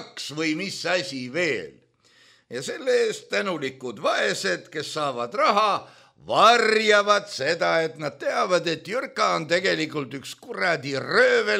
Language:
Estonian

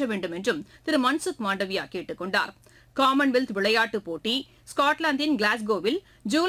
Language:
Tamil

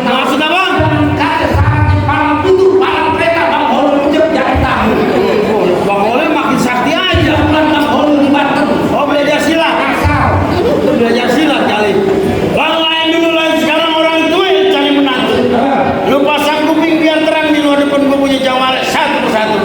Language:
Betawi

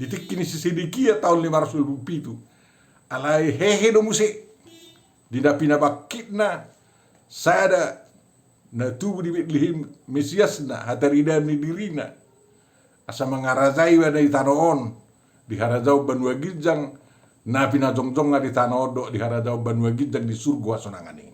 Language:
Batak Toba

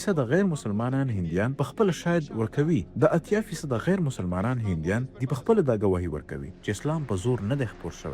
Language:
Pashto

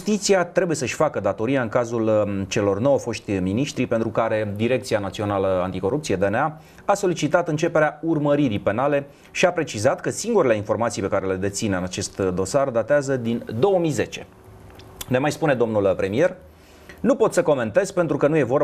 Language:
Romanian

